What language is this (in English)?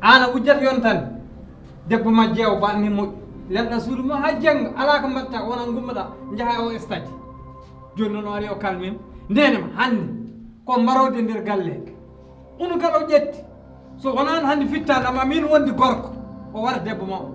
Fula